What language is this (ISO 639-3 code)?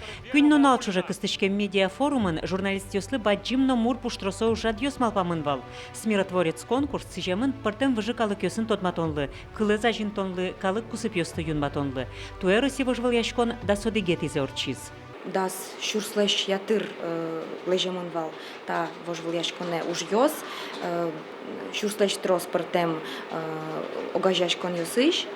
udm